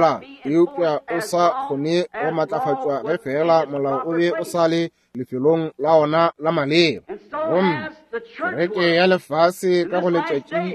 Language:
Northern Sotho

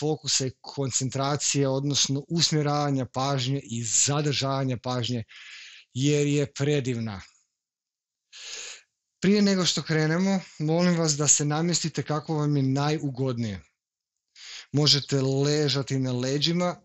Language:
Croatian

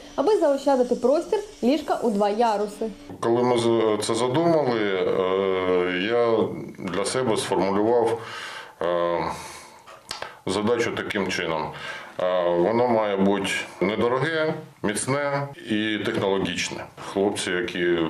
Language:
Ukrainian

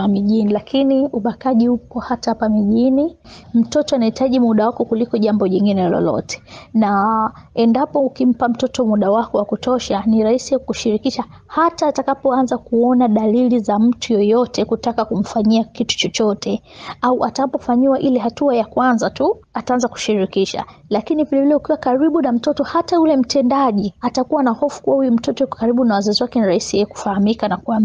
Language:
Swahili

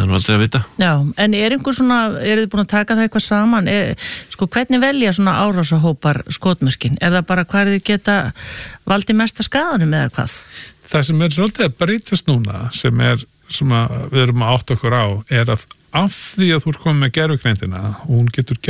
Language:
Icelandic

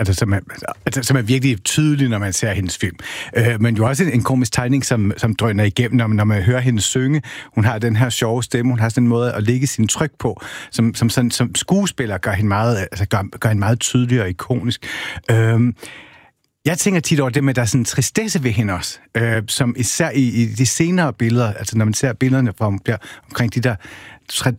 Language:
Danish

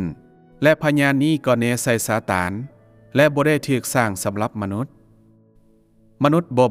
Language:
Lao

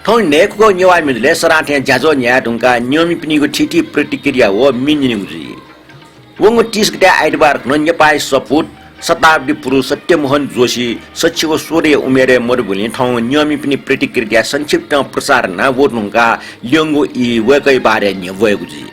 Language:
Newari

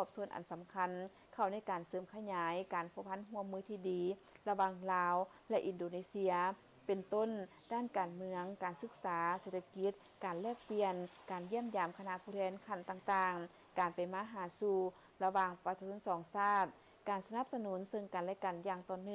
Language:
Lao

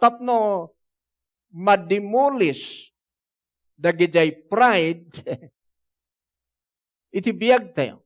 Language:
Iloko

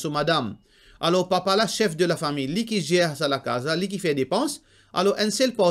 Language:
Morisyen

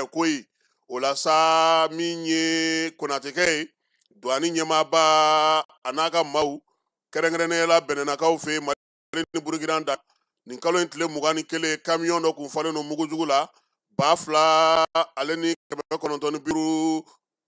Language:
Bambara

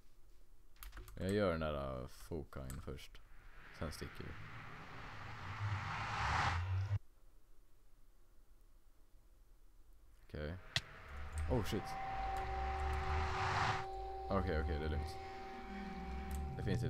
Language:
Swedish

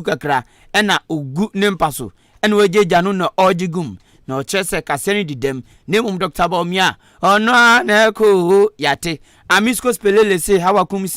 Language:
Akan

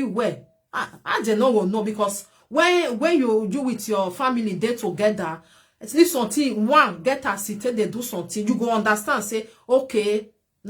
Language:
Nigerian Pidgin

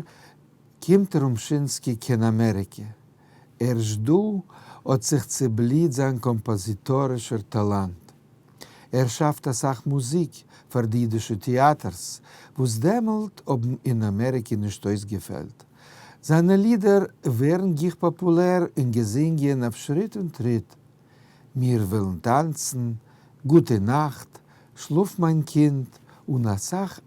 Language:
Yiddish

